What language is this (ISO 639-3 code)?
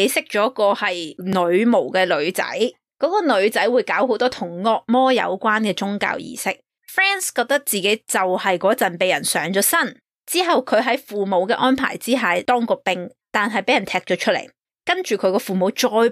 yue